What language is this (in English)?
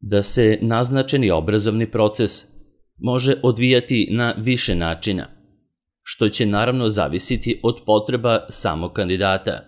Serbian